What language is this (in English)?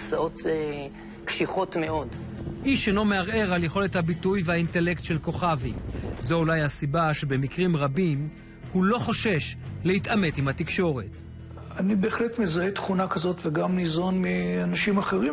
Hebrew